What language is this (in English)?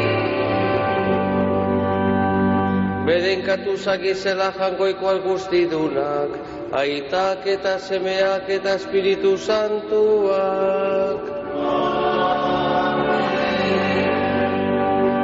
Basque